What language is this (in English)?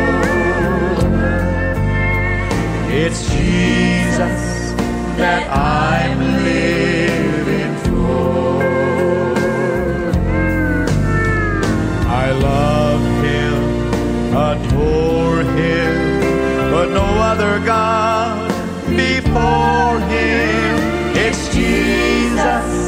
English